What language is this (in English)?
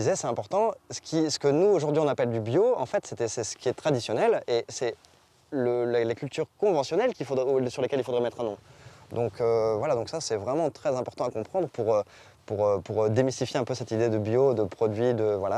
French